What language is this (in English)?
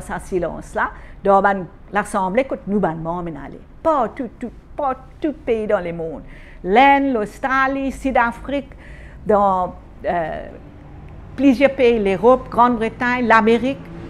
Morisyen